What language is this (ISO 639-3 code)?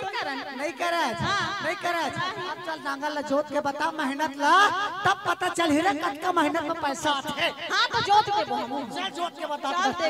hne